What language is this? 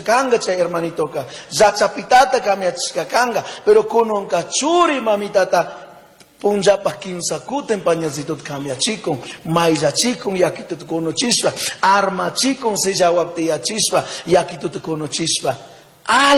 Chimborazo Highland Quichua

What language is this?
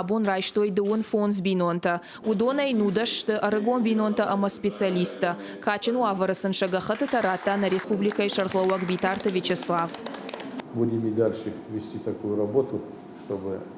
Ossetic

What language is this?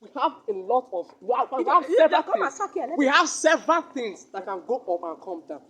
Nigerian Pidgin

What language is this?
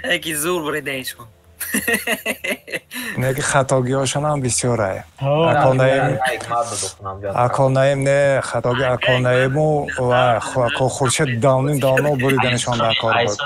Tajik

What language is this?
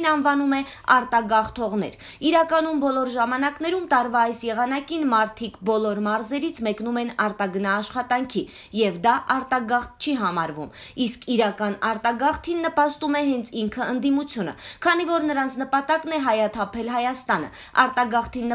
Armenian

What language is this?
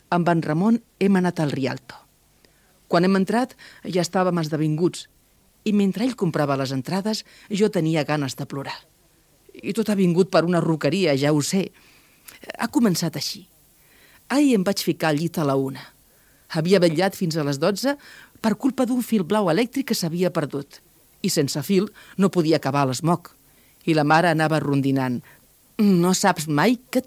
Catalan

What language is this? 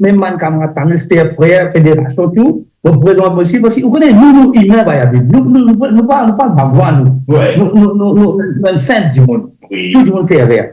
Morisyen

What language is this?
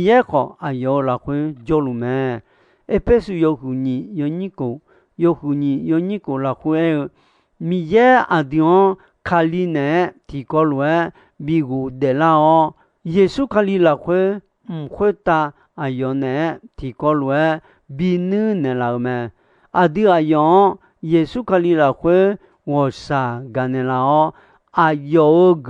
Akha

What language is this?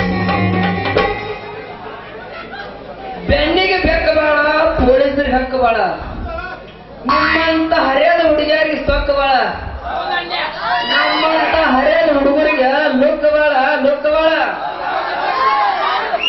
Kannada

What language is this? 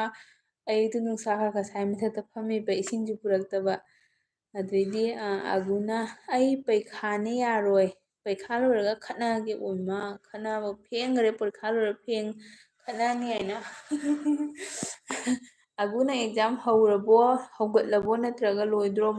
Manipuri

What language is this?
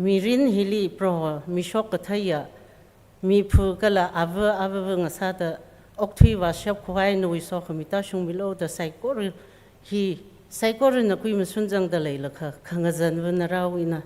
Tangkhul Naga (India)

